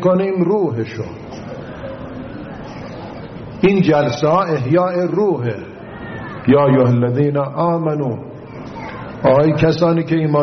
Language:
Persian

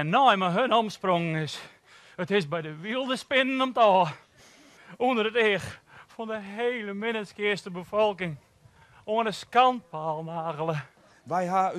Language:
Western Frisian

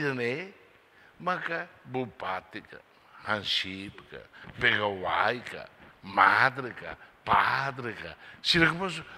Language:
Tetum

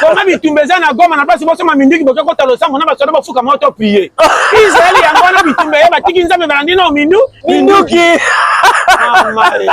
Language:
Lingala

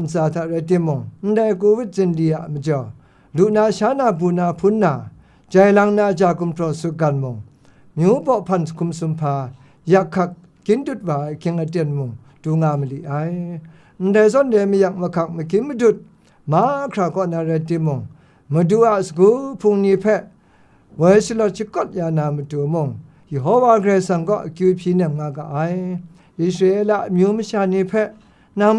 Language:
Kachin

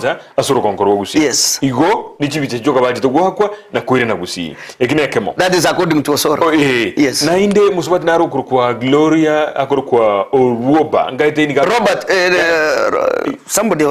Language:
Gusii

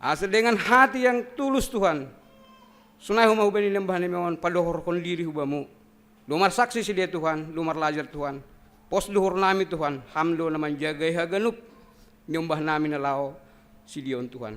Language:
Batak Simalungun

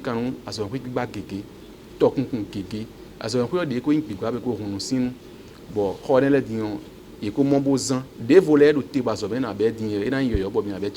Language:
Fon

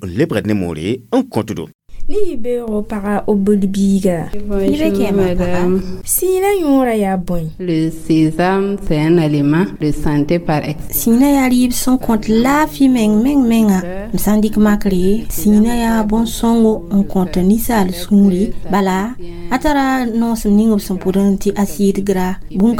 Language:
Mossi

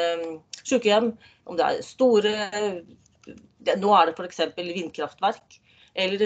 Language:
Norwegian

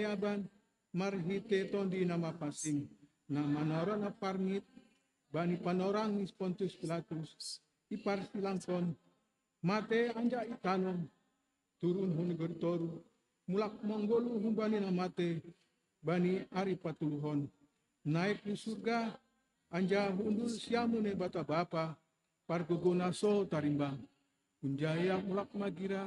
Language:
Batak Simalungun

